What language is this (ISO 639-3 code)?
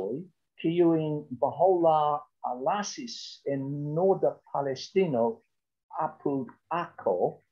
epo